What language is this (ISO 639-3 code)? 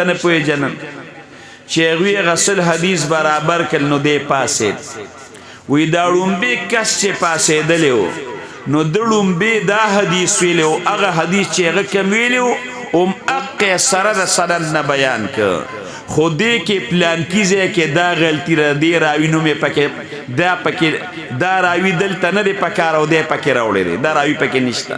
pus